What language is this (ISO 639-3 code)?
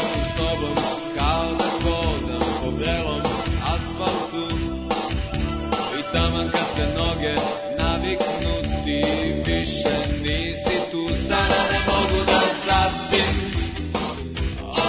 srp